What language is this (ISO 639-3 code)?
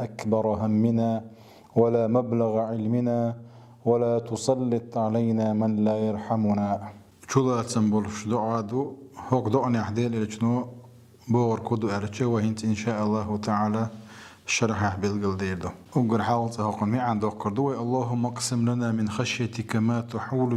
che